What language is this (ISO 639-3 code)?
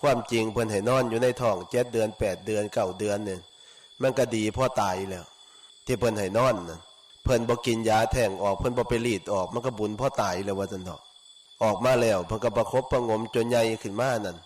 lao